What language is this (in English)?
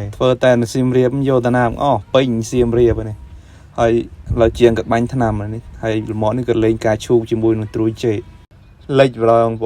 Khmer